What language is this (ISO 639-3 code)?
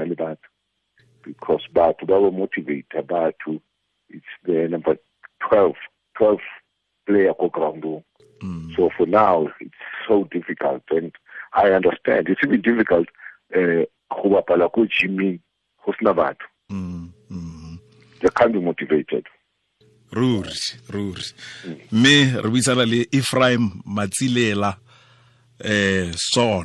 tsn